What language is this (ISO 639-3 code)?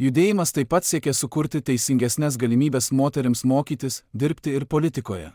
lit